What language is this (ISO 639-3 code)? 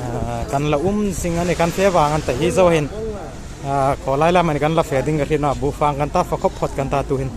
hmr